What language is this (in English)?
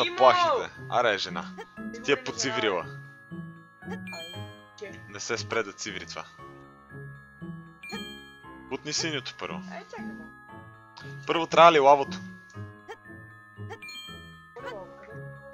Bulgarian